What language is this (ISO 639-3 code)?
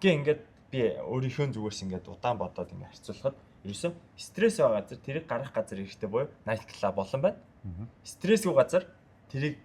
mon